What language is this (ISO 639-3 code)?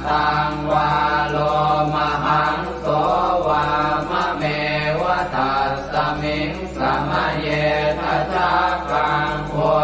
pli